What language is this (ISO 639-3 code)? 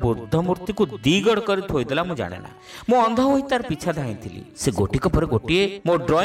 ori